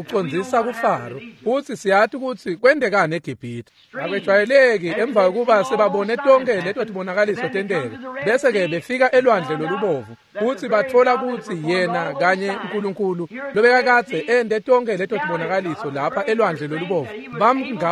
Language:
Swati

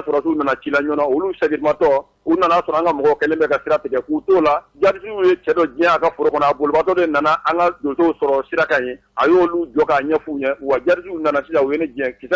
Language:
Bambara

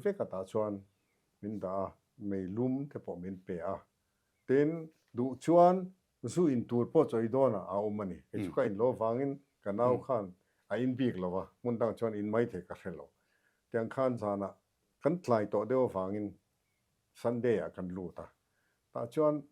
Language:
Mizo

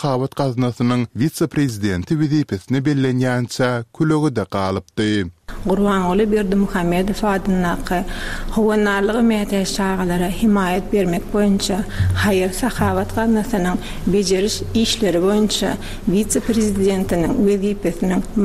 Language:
Turkmen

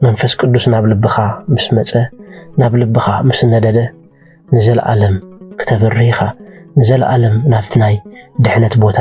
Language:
Tigrinya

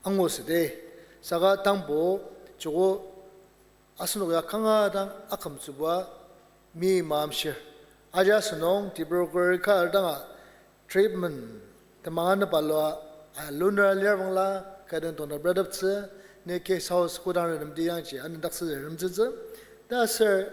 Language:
Ao Naga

